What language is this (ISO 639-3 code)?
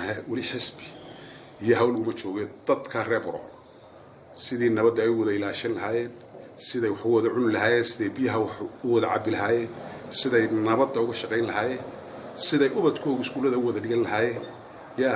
som